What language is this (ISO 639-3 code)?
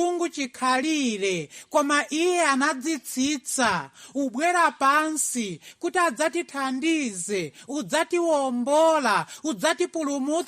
nya